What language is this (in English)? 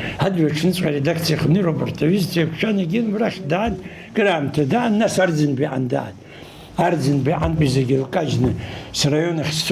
Abkhazian